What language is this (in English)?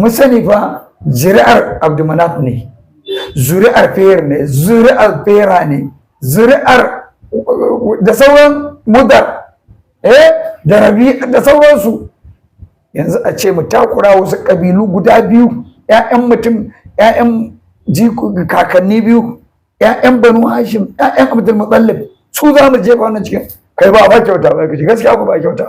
Hausa